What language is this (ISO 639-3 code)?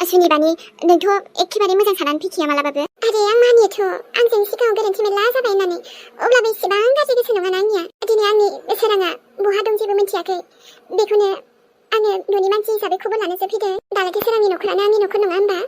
brx